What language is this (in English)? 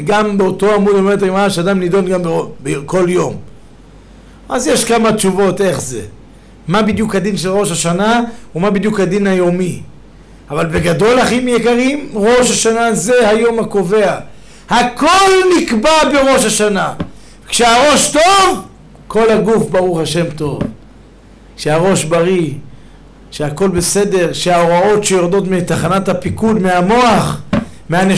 Hebrew